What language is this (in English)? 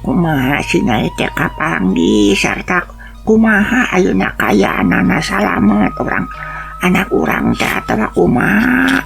Sundanese